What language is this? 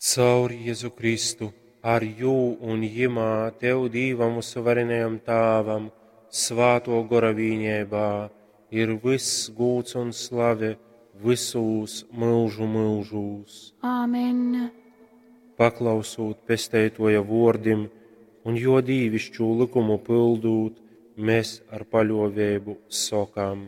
Latgalian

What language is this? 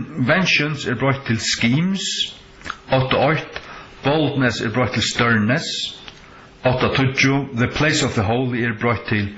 Faroese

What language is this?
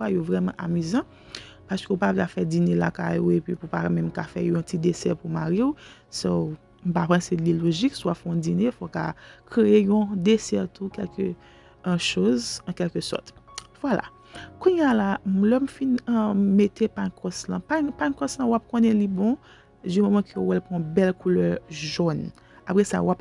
Haitian Creole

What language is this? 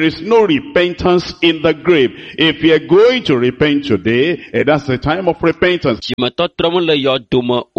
Ewe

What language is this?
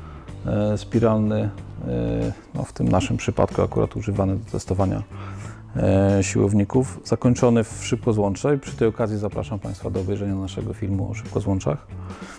Polish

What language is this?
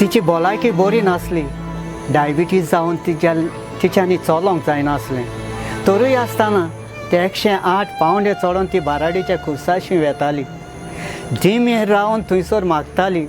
Konkani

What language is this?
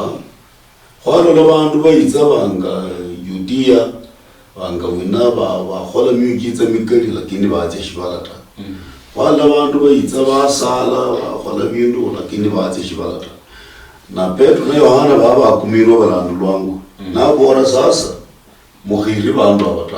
Luyia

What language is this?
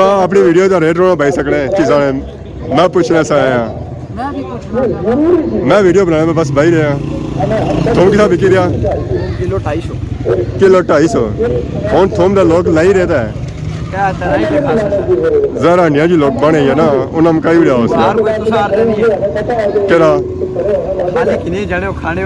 Pahari-Potwari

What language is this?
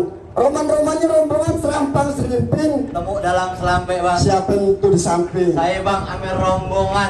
Betawi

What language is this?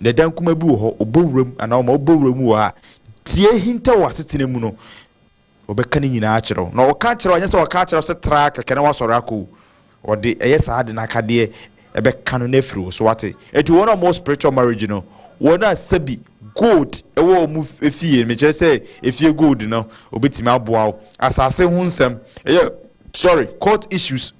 Akan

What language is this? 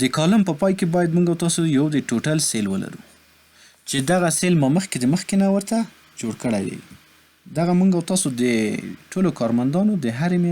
Pashto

